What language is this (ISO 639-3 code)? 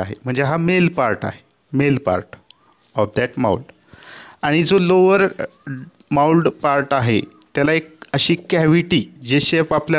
mar